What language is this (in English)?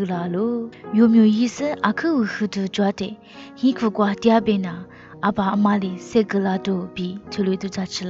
Lisu